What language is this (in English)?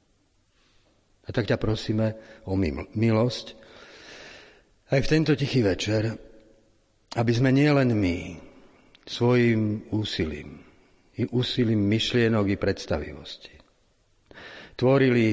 Slovak